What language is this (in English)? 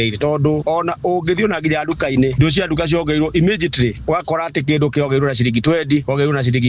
Kikuyu